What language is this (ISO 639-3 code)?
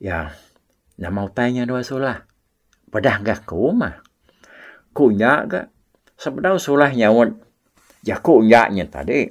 iba